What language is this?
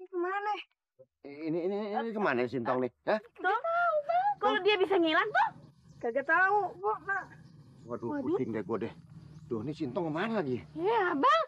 Betawi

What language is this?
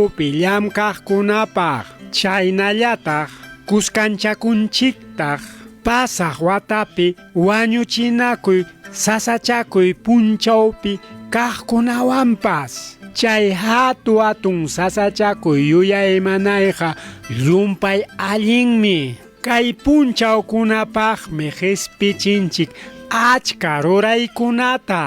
Ayacucho Quechua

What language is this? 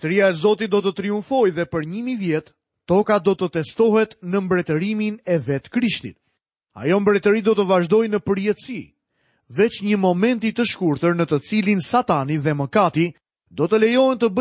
Albanian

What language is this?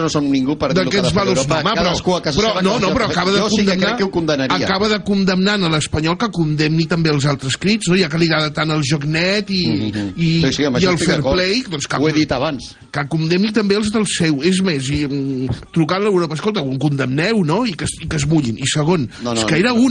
Catalan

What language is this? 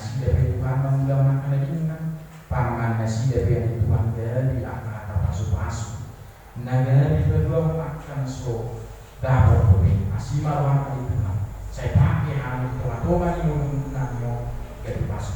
Batak Toba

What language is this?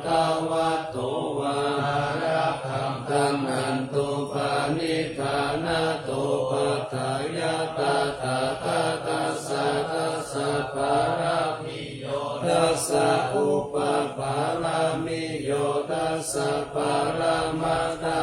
Pali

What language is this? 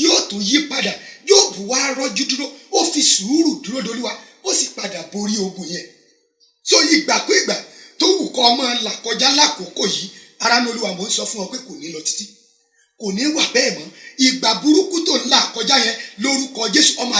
Yoruba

